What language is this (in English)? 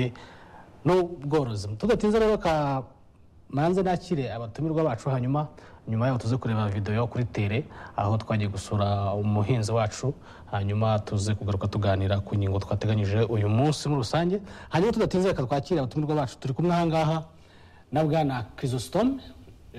Kinyarwanda